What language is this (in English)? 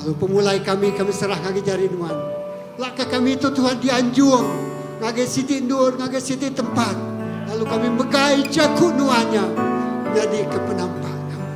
Iban